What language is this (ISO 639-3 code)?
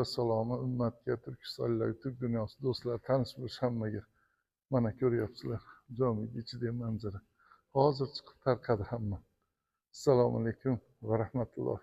uzb